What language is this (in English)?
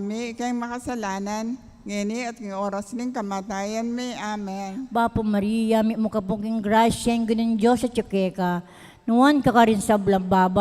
Pampanga